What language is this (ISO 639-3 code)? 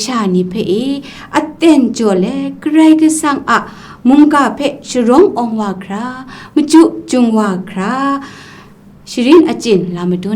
kac